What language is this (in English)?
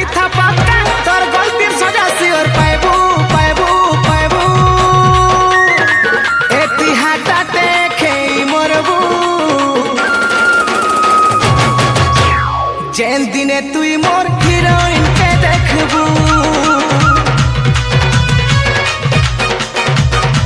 Sambalpuri